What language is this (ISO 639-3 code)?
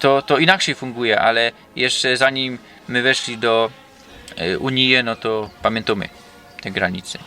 szl